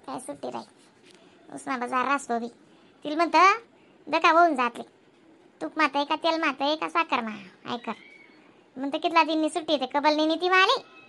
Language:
Khandesi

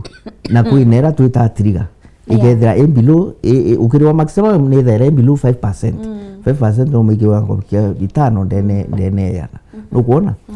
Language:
Meru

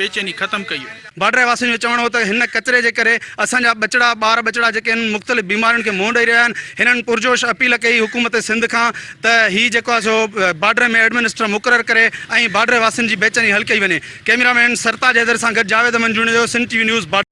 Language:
Sindhi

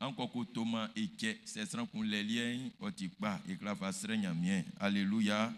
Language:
Baoulé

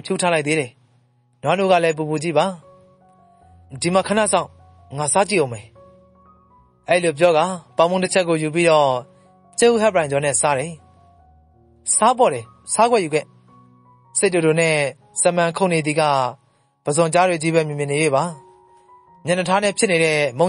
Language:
Burmese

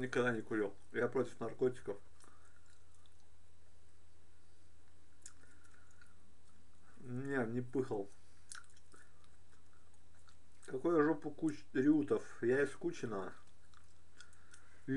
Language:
Russian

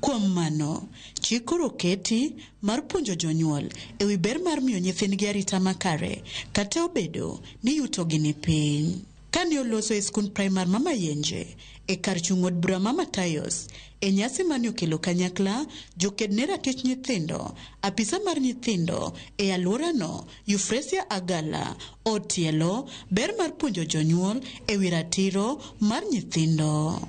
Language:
Luo (Kenya and Tanzania)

